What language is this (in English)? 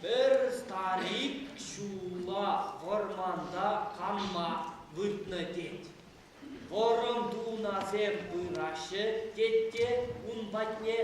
Chuvash